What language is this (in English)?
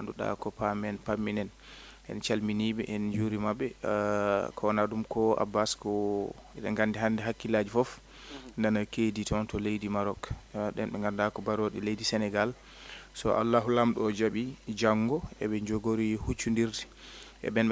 Fula